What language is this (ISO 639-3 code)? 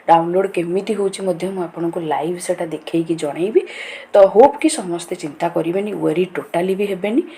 ori